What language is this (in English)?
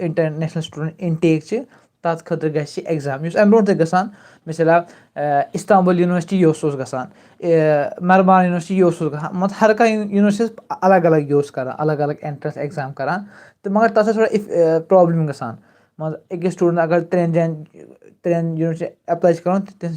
Kashmiri